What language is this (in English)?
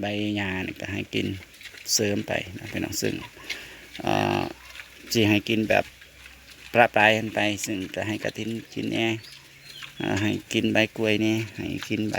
Northeastern Thai